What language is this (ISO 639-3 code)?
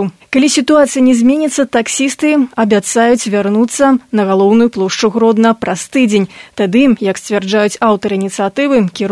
bel